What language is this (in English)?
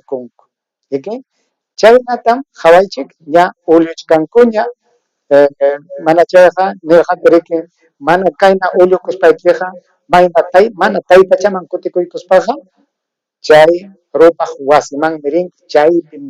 Ayacucho Quechua